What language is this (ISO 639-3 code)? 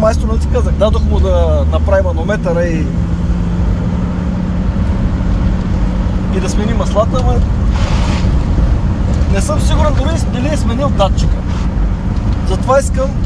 bul